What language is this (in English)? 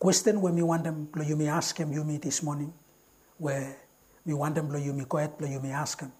Bislama